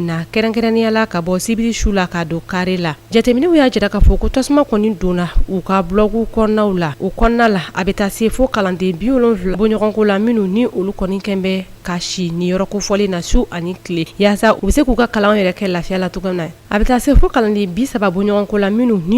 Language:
Bambara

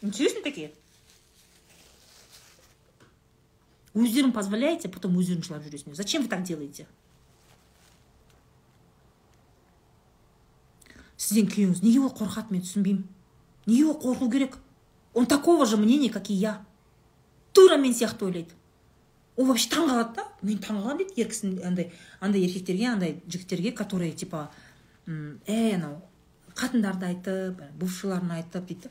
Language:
Kazakh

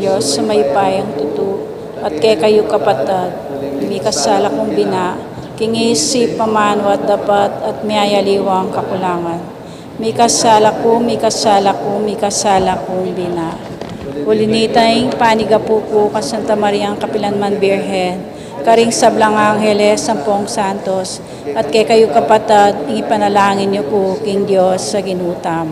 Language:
Pampanga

